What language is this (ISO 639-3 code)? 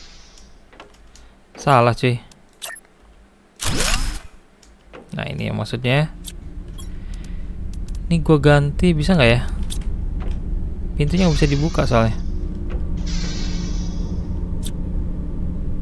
ind